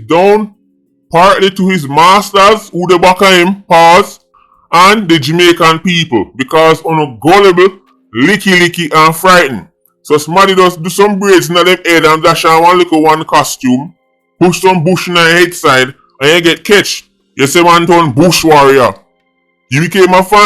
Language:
Jamaican Creole English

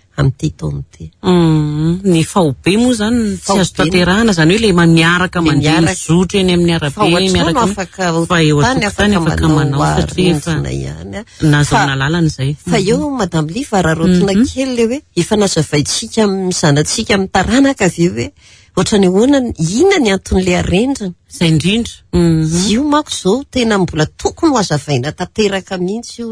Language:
Malagasy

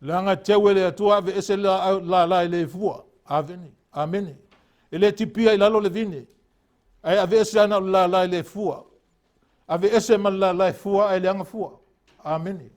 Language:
Samoan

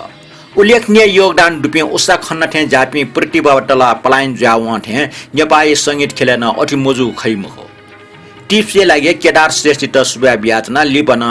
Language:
Newari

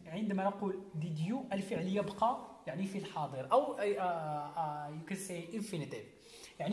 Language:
Arabic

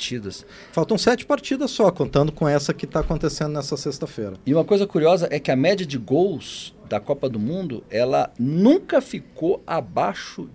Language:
Portuguese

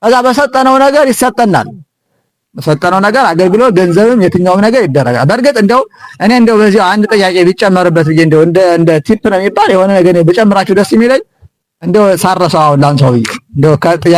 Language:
Amharic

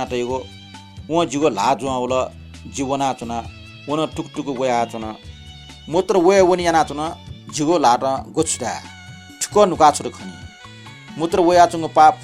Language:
Newari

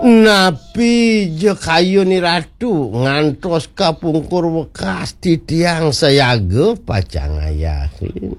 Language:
Balinese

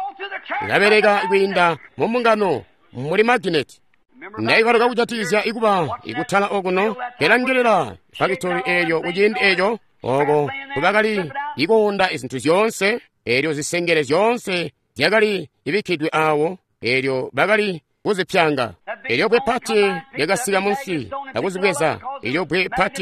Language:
Tonga (Zambia)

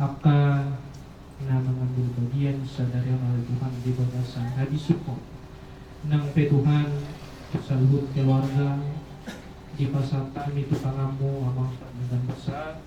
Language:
Batak Toba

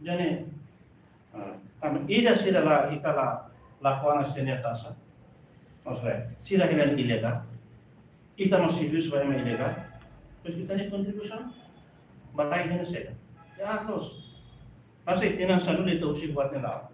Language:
Tetum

